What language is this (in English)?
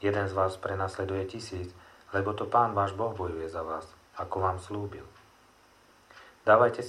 Slovak